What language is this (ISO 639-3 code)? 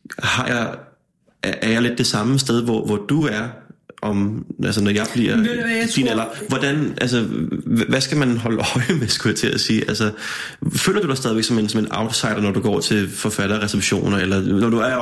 dan